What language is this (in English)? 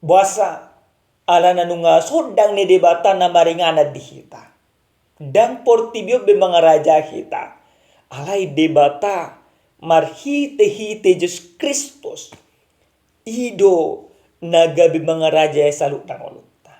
Batak Toba